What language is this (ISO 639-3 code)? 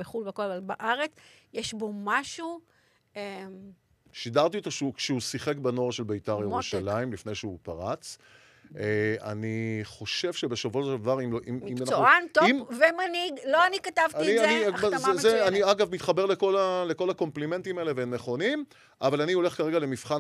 heb